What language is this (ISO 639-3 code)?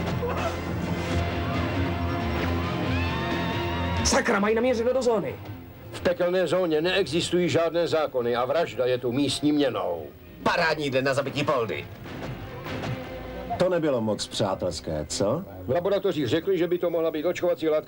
ces